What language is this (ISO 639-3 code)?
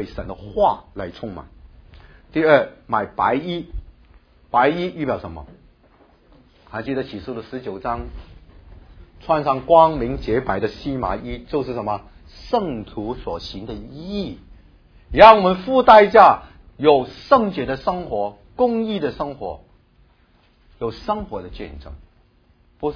zho